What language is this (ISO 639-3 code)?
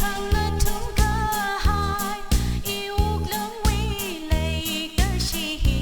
nmf